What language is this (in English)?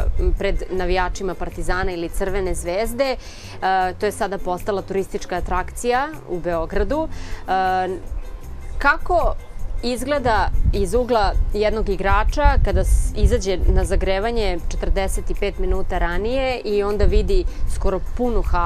Serbian